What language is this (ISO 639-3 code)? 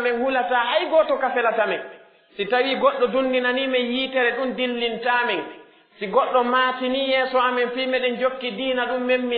fuf